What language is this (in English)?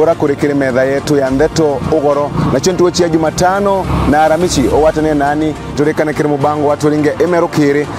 Meru